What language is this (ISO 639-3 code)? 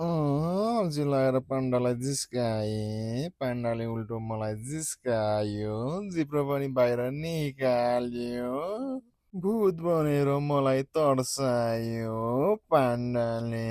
nep